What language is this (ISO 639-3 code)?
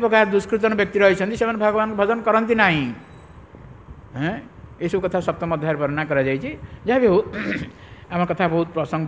ori